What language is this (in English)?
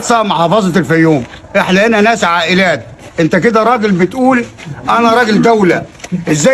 Egyptian Arabic